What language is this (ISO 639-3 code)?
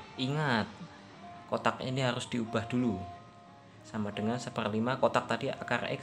ind